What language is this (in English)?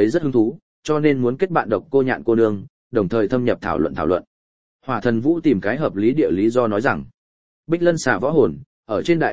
Vietnamese